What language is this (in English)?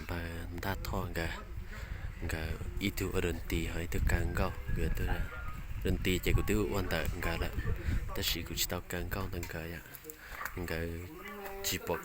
Hmong